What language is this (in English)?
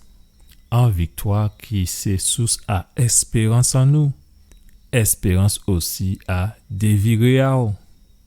Guadeloupean Creole French